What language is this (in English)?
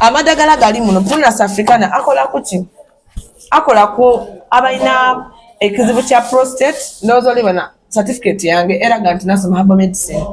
Soga